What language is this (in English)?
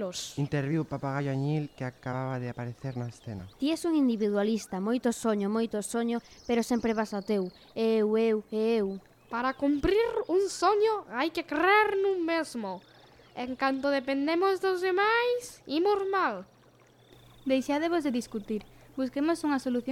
Galician